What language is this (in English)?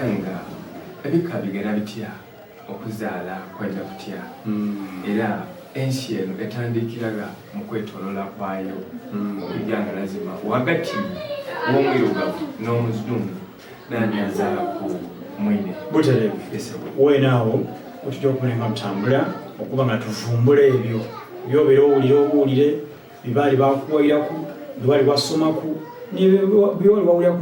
Soga